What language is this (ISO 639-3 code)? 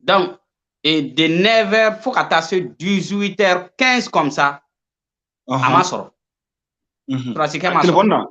bam